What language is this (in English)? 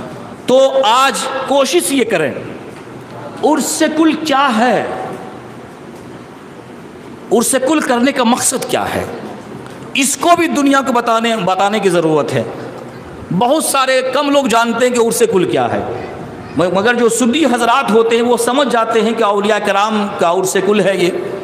Urdu